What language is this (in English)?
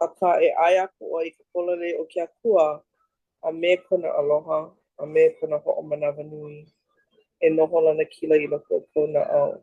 Hawaiian